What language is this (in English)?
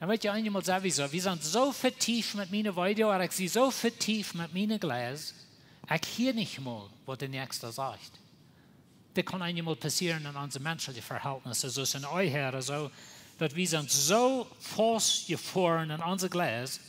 Plautdietsch